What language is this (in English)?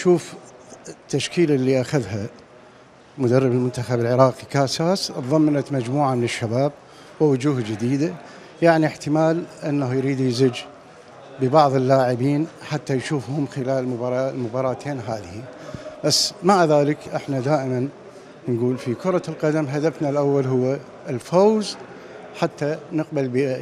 Mesopotamian Arabic